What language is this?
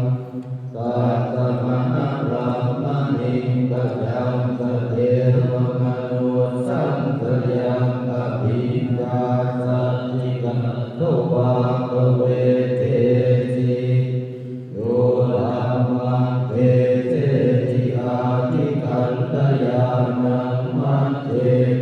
Pali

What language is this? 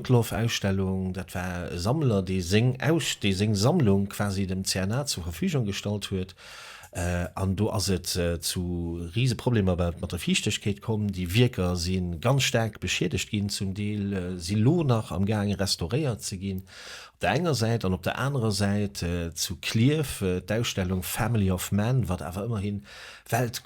Luxembourgish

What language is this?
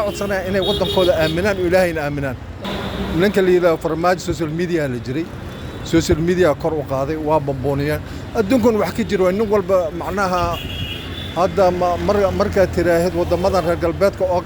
Somali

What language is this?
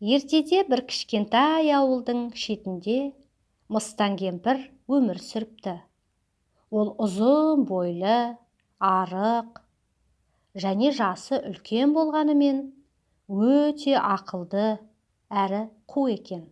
Kazakh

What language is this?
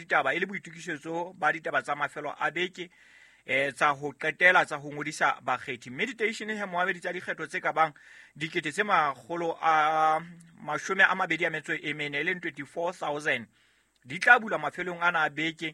Southern Sotho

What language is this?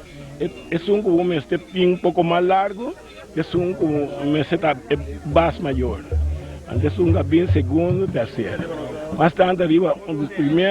Papiamento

